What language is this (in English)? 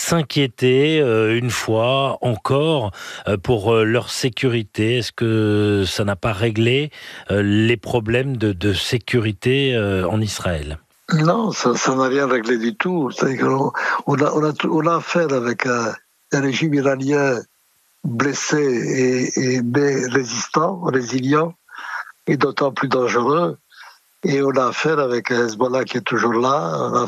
French